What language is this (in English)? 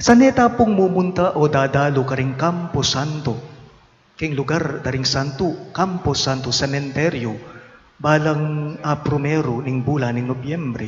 Pampanga